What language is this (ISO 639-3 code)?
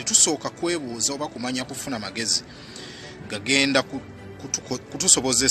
lug